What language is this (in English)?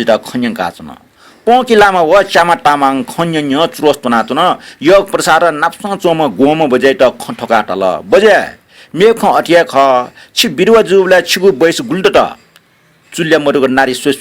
Newari